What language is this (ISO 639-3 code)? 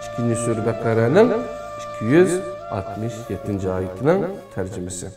uig